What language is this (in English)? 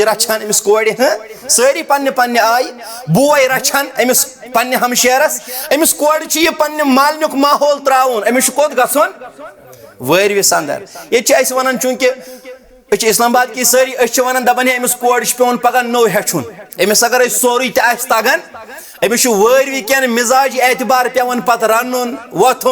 Kashmiri